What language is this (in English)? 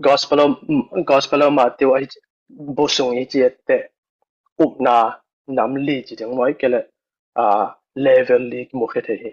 Tedim Chin